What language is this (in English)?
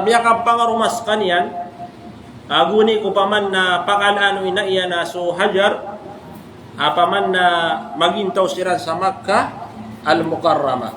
Maranao